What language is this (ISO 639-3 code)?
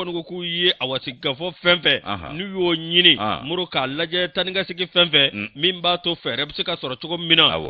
bam